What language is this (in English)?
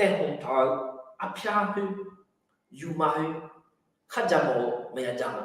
Akha